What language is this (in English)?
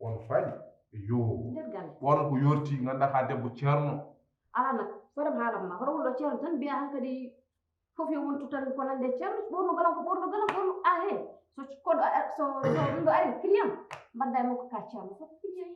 Fula